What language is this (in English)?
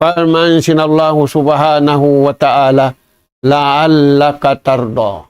Tausug